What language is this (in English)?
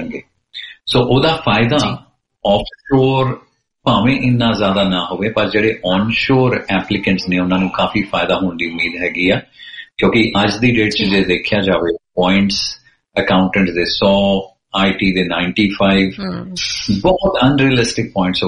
Punjabi